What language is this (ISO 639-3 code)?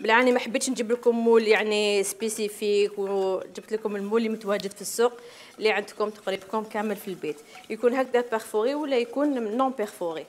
arq